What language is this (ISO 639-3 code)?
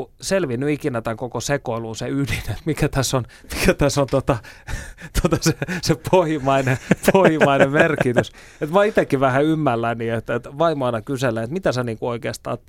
fin